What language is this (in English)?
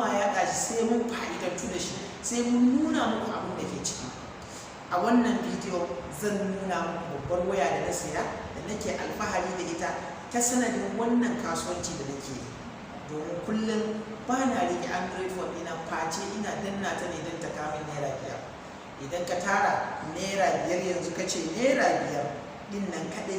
Hausa